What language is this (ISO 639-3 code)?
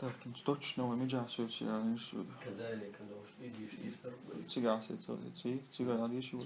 che